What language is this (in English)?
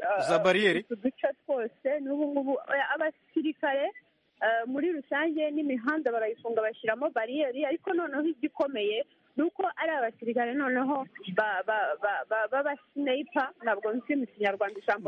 Kinyarwanda